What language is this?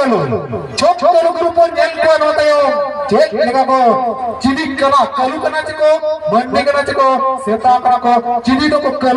Santali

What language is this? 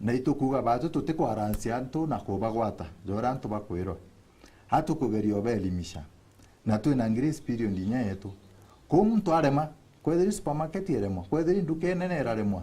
Meru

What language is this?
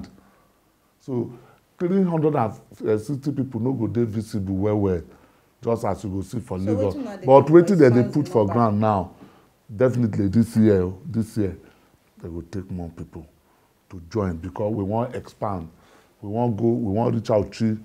Nigerian Pidgin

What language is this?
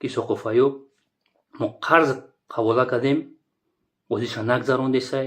Tajik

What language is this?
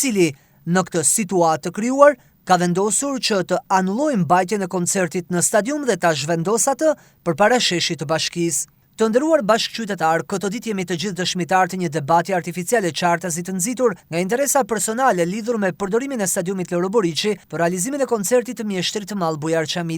Albanian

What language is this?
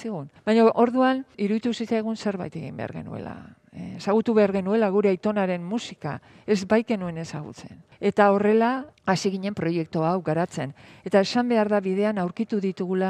Basque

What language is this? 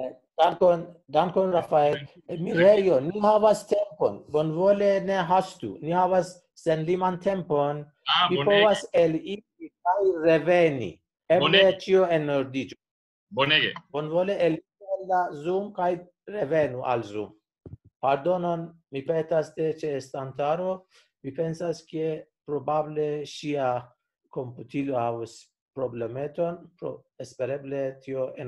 Esperanto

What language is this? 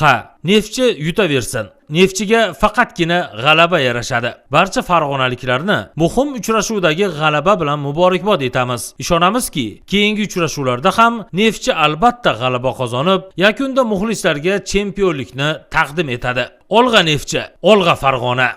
Uzbek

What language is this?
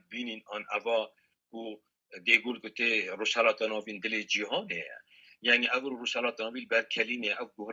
Kurdish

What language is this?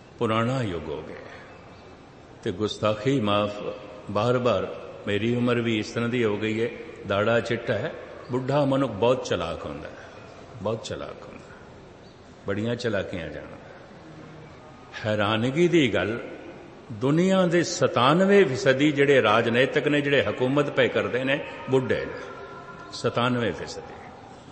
Punjabi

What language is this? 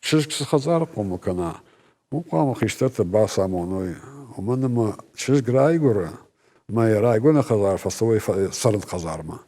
Ossetic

